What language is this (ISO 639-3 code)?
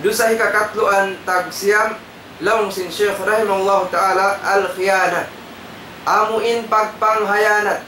tsg